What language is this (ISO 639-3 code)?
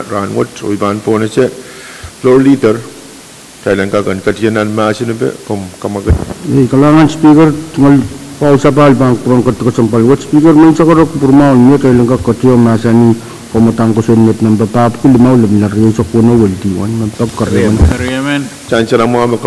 pon